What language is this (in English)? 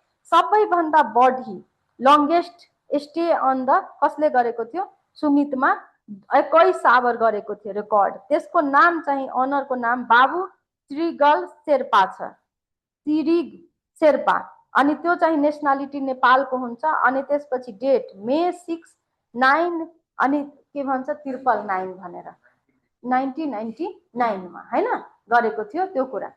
Nepali